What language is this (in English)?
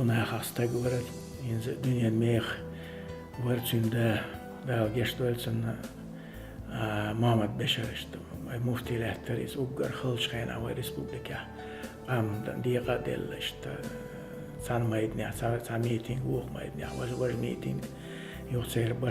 Chechen